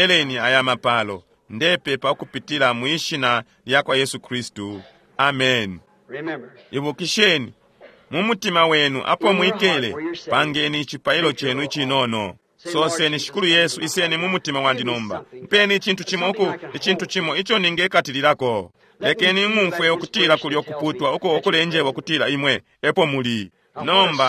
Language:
Bemba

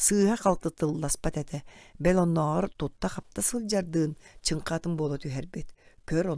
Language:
Yakut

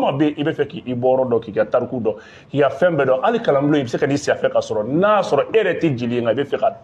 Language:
Bambara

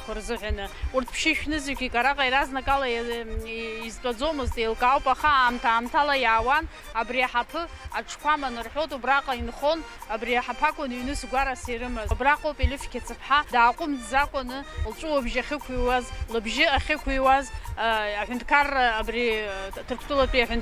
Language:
Abkhazian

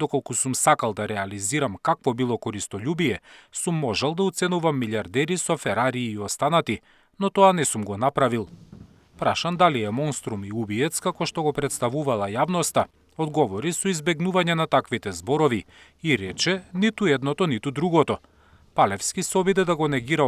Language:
Macedonian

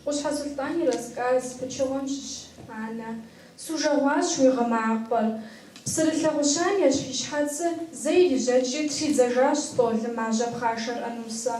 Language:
Kabardian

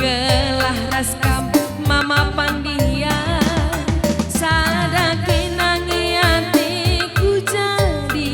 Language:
Batak Karo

